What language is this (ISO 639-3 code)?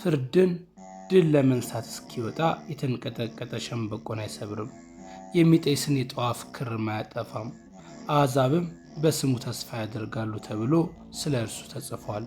amh